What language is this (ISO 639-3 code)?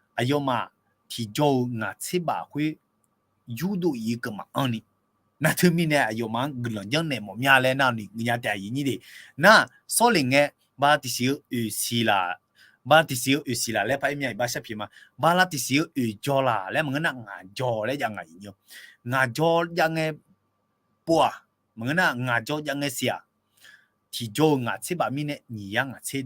ahk